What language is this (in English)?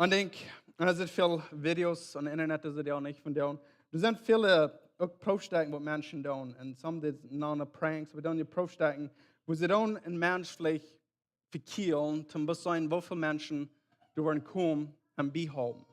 Plautdietsch